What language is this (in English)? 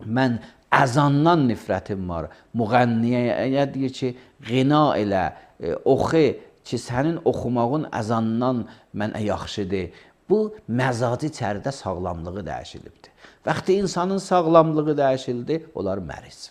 Azerbaijani